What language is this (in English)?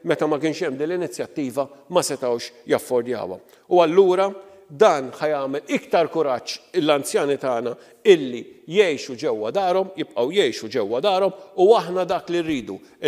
Maltese